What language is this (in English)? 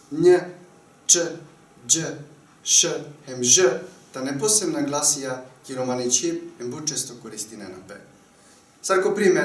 Balkan Romani